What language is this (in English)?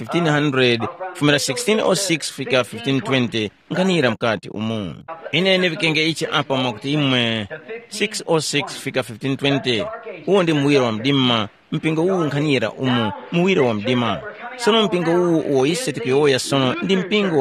Tumbuka